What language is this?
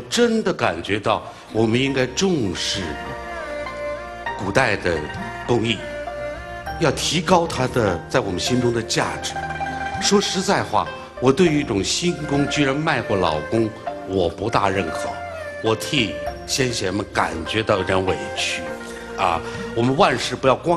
Chinese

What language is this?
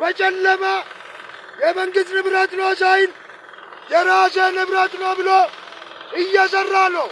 Amharic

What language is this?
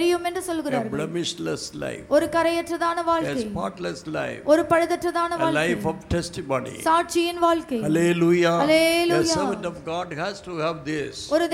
Tamil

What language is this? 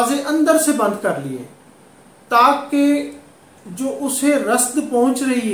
Urdu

